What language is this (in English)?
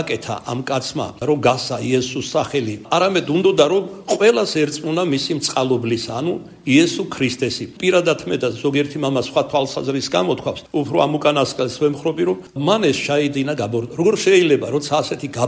Georgian